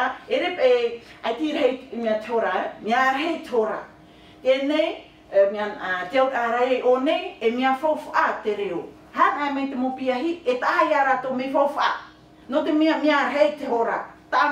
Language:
Tahitian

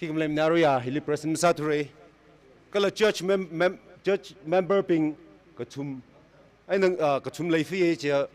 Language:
Tangkhul Naga (India)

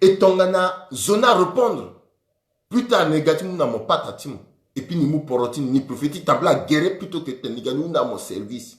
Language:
Sango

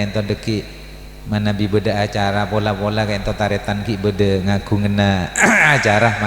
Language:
Madurese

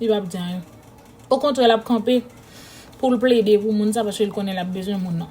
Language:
Haitian Creole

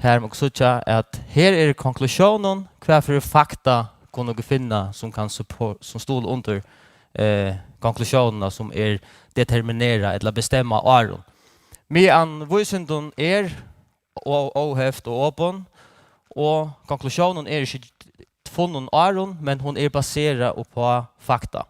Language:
Faroese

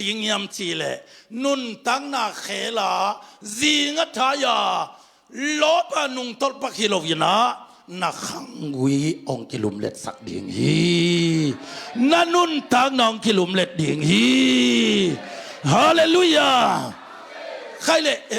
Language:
Tedim Chin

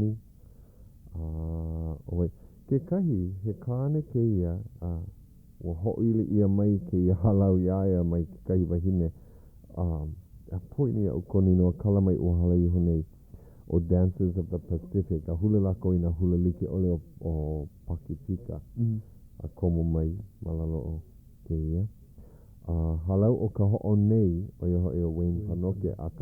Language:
Hawaiian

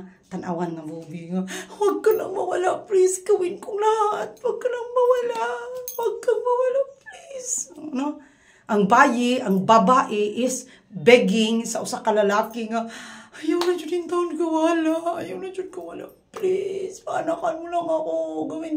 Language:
Cebuano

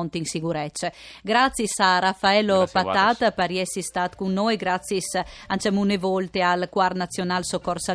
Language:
Friulian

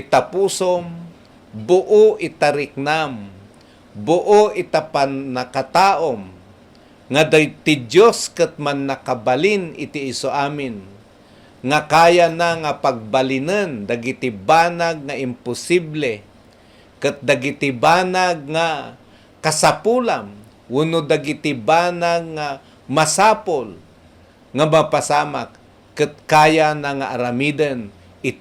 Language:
Iloko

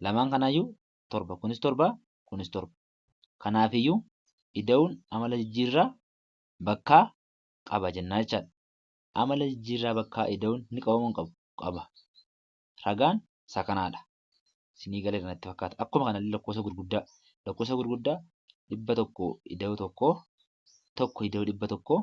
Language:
Oromo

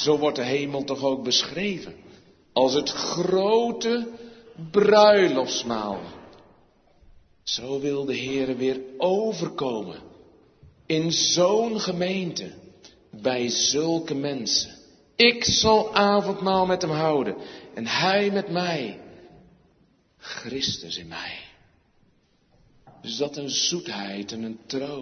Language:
Dutch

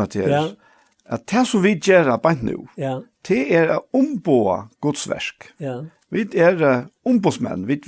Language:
Faroese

